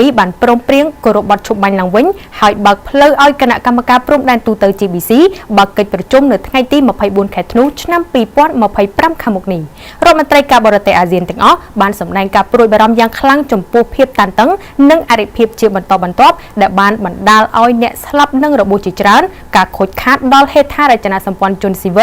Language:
Khmer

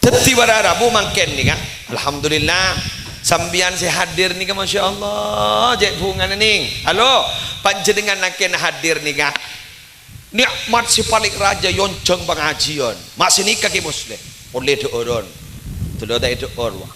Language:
Madurese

